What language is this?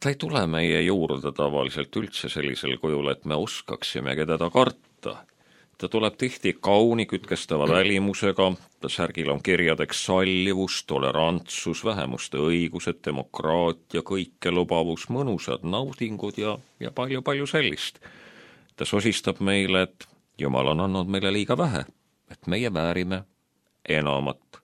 Estonian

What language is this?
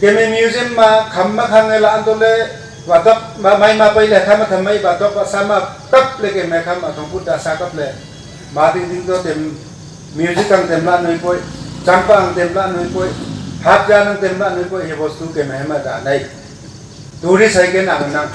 Wancho Naga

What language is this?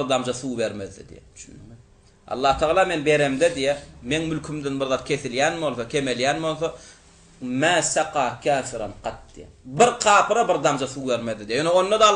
Turkmen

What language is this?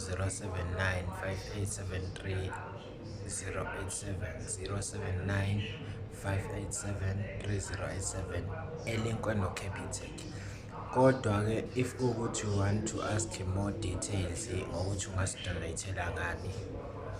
Zulu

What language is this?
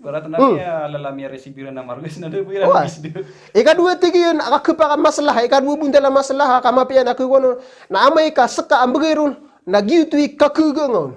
Maranao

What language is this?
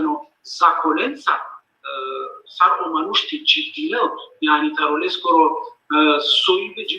Balkan Romani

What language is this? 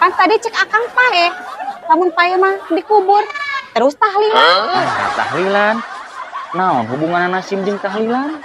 Sundanese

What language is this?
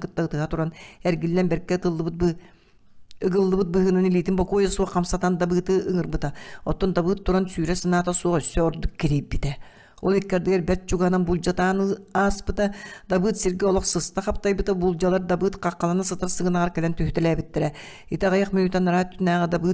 Yakut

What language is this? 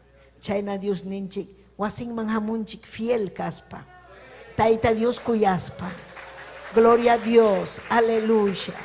Ayacucho Quechua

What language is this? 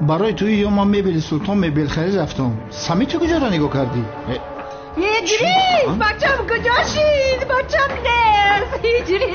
Tajik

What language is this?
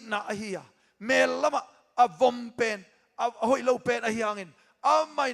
Tedim Chin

